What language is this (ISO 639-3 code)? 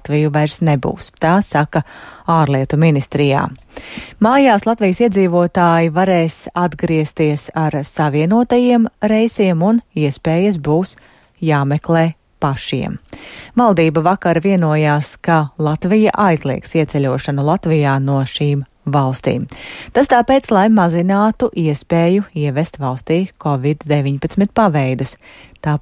lav